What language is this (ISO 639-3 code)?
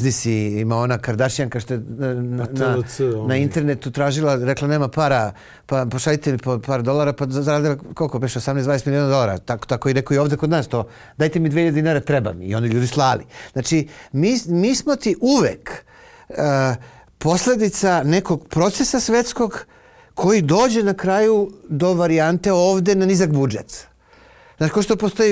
srp